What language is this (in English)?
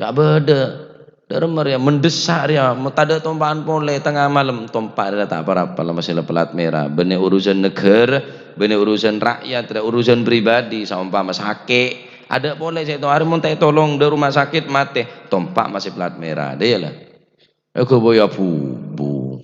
Madurese